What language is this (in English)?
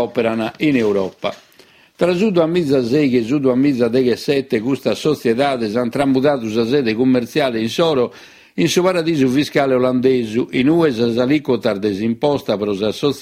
Sardinian